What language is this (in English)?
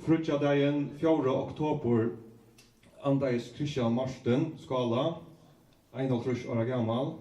Faroese